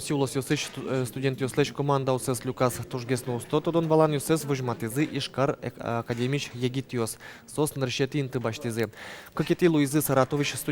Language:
Udmurt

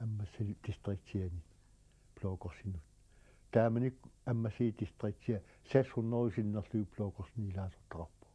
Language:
Kalaallisut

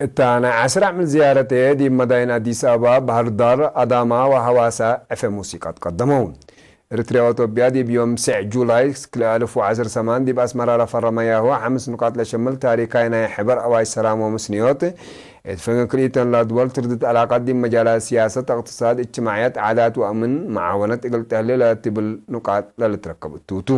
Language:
Tigre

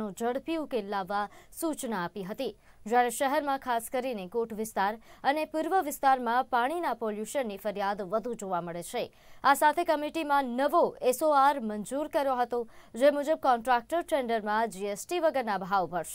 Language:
Gujarati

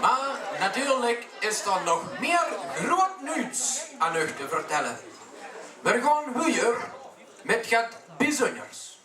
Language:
Limburgish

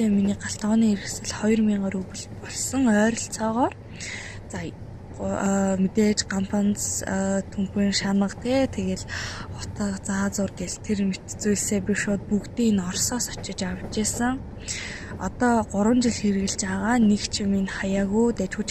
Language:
Mongolian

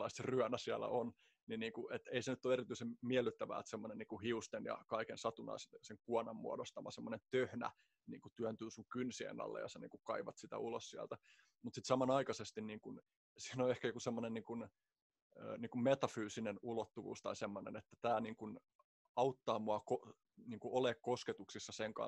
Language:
Finnish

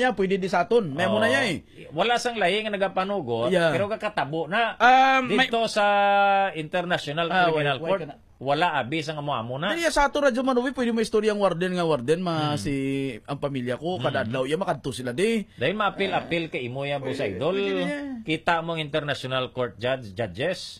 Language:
Hiligaynon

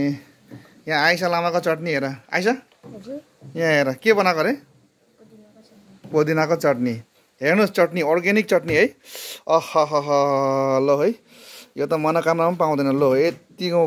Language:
Nepali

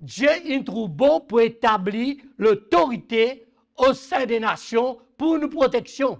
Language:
Morisyen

